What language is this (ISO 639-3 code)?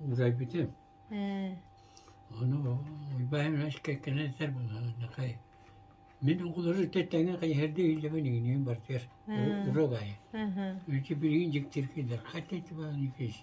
sah